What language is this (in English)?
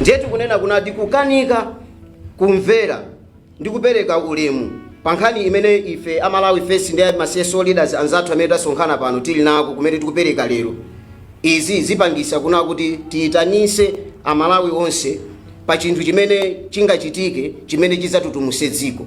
Nyanja